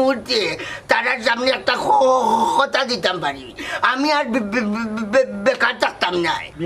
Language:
Sylheti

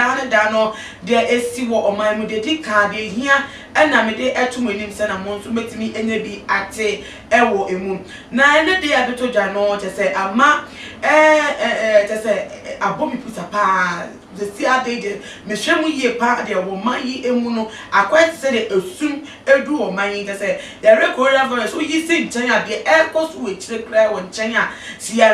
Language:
Akan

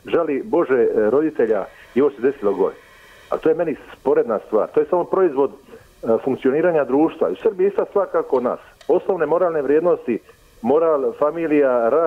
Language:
Croatian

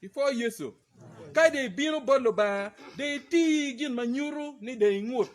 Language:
Acoli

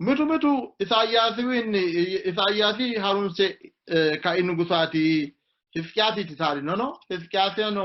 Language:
Sidamo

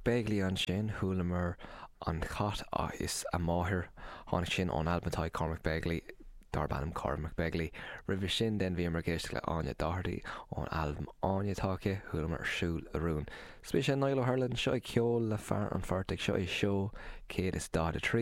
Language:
Irish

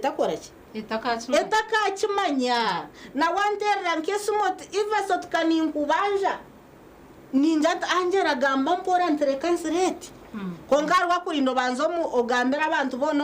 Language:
Nyankole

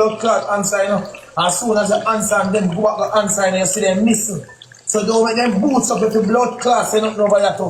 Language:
Jamaican Creole English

